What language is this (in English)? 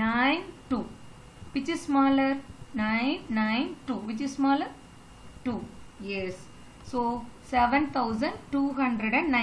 English